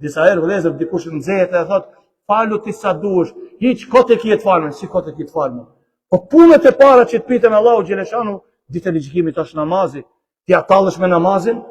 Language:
Albanian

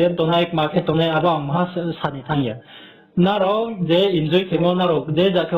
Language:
Riang (India)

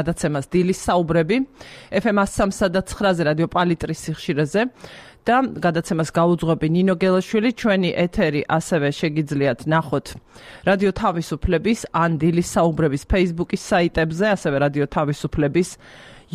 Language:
Georgian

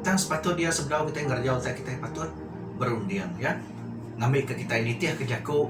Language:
Iban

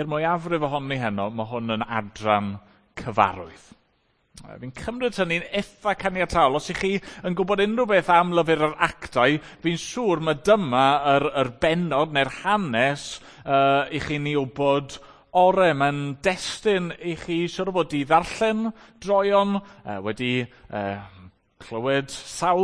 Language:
Welsh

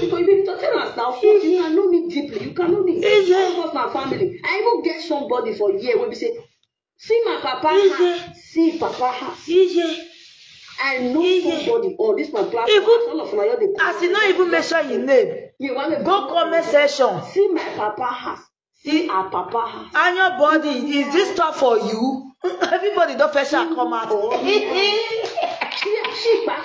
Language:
Nigerian Pidgin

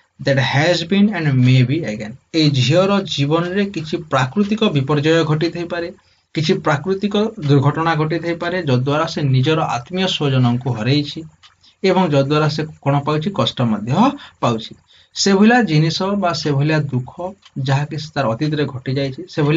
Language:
Odia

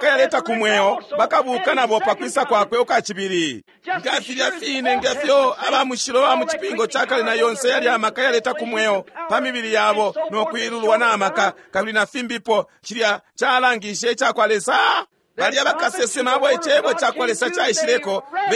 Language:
Bemba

